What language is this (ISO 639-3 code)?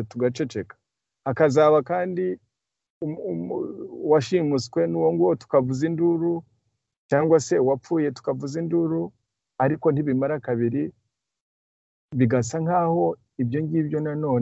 kin